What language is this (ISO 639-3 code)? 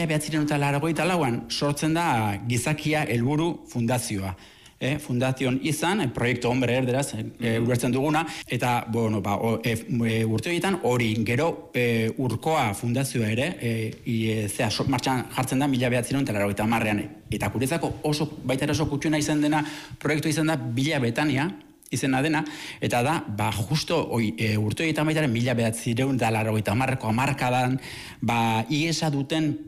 eus